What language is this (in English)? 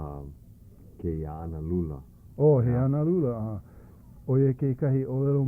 Hawaiian